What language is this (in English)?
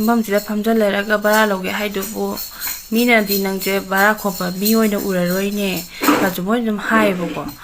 Manipuri